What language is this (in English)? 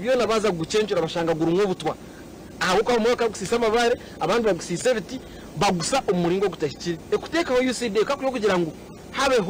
Nyankole